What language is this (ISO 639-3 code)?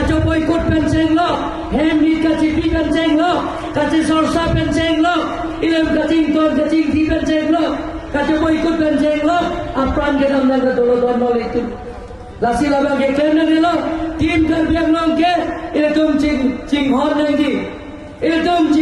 mjw